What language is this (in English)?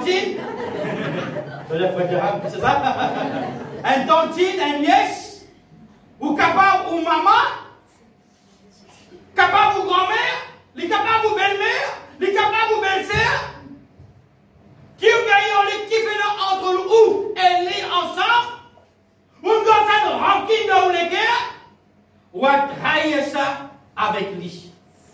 French